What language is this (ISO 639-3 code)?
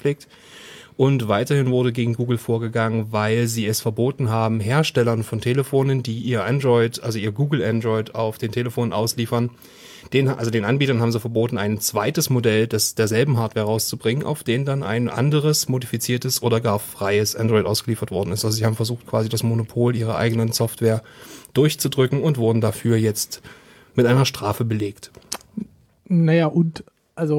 deu